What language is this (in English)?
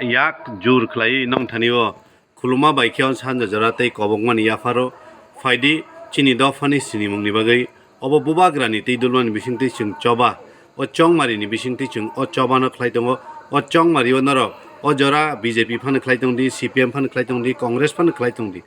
Kok Borok